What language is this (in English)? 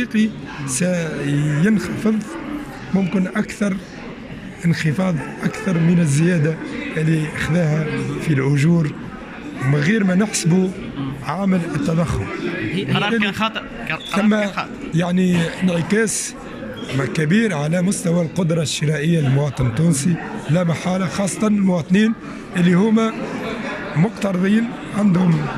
Tunisian Arabic